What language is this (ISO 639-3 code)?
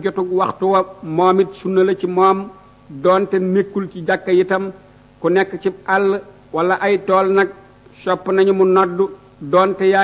wol